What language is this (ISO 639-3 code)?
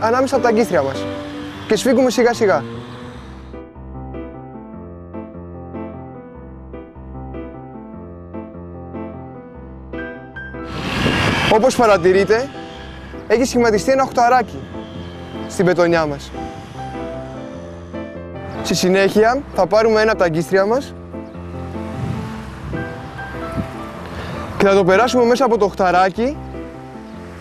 ell